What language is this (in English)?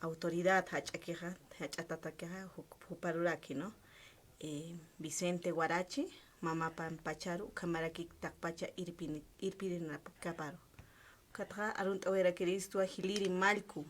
Aymara